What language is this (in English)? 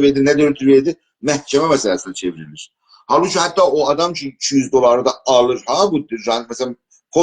South Azerbaijani